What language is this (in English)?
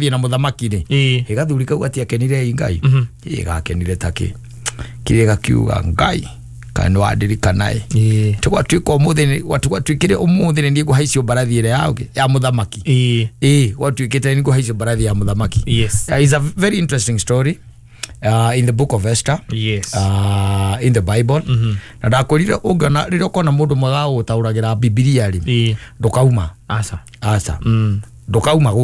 Kikuyu